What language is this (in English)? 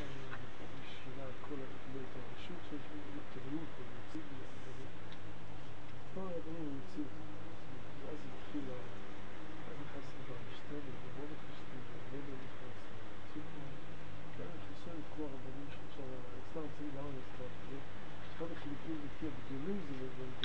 Hebrew